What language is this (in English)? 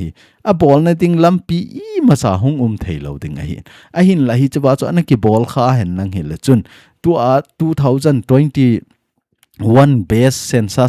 Thado Chin